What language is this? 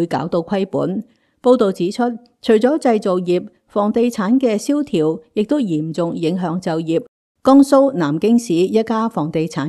Cantonese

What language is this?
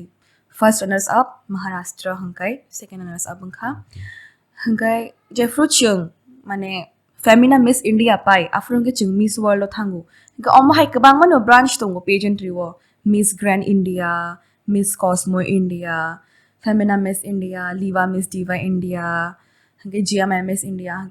Kok Borok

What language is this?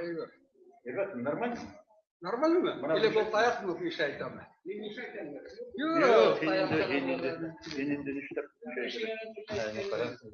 Bashkir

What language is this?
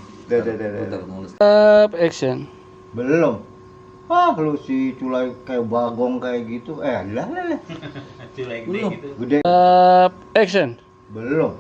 Betawi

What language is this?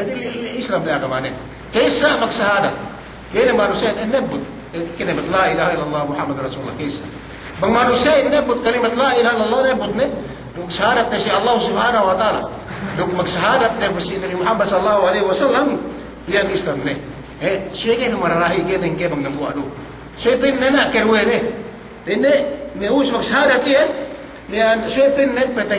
Yakan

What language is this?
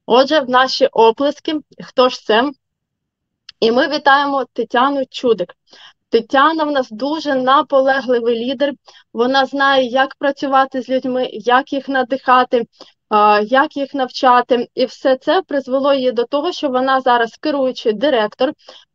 Ukrainian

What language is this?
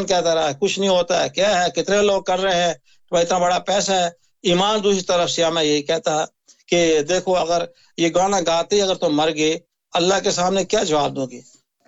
Urdu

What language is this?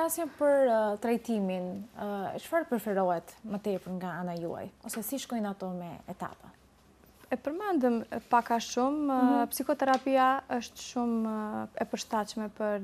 Albanian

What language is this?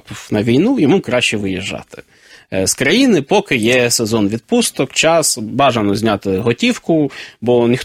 Ukrainian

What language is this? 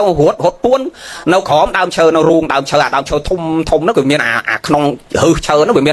Khmer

